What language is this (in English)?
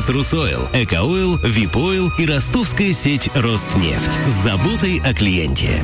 Russian